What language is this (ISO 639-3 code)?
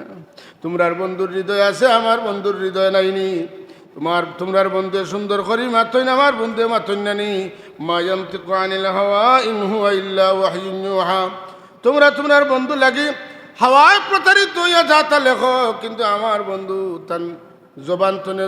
syl